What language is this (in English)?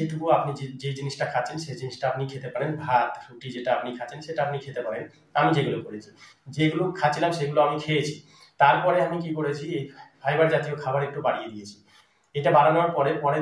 Bangla